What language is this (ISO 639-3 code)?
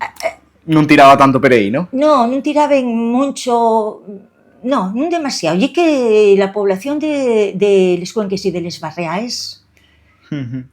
ast